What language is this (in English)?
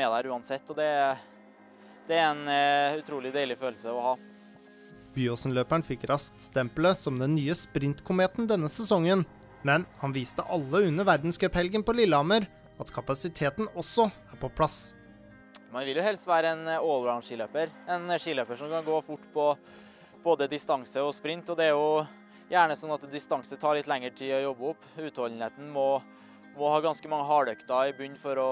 Norwegian